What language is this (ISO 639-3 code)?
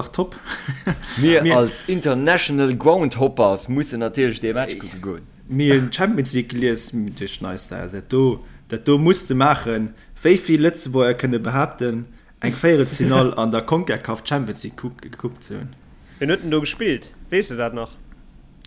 ltz